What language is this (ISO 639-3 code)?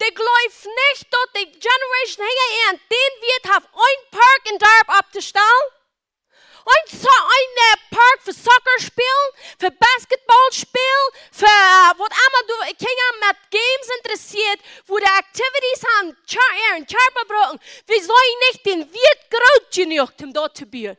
pdt